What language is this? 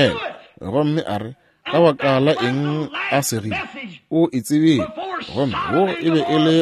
Northern Sotho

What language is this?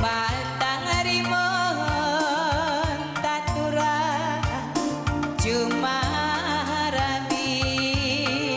Batak Karo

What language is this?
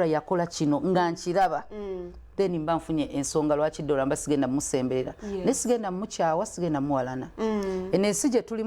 Ganda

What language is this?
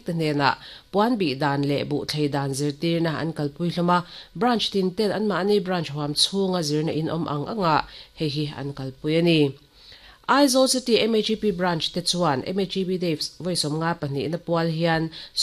Mizo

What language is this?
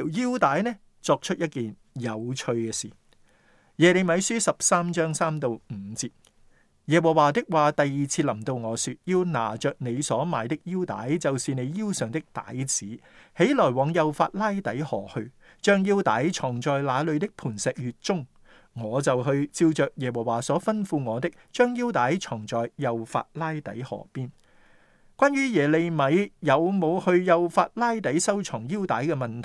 Cantonese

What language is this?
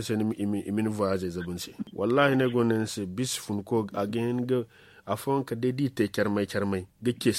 Zarma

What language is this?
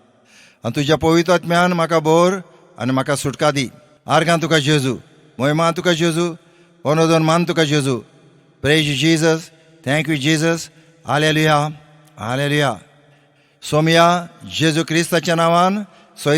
Konkani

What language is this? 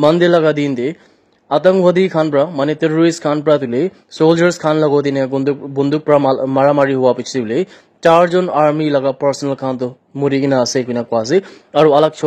Naga Pidgin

